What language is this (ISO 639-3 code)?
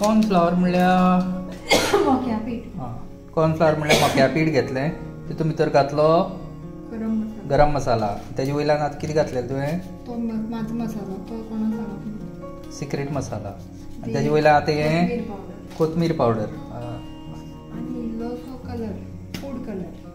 kok